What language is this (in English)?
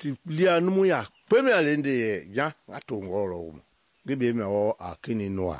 Mende